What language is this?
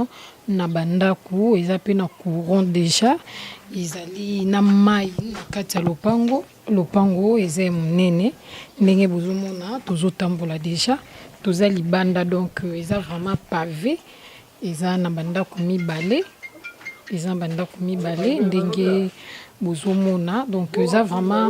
Lingala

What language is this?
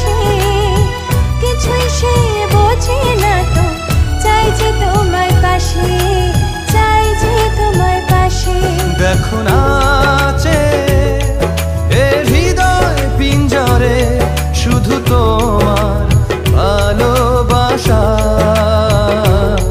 Bangla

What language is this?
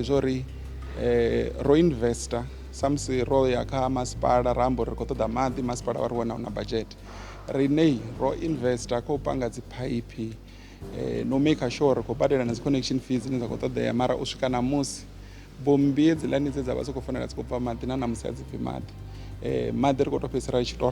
Venda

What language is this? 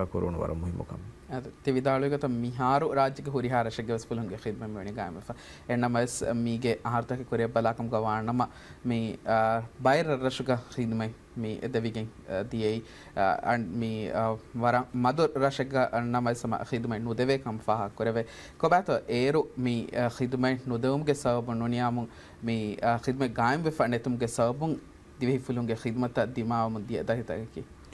Divehi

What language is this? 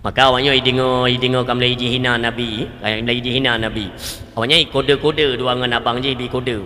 Achinese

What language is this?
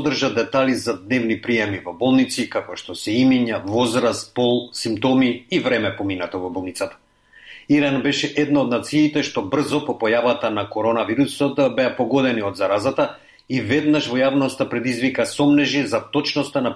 Macedonian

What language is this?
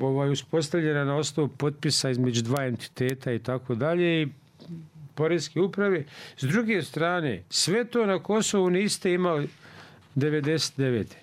Bosnian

